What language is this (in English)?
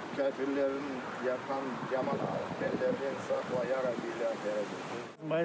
Crimean Tatar